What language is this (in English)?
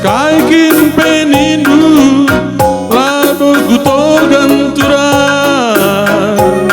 Batak Karo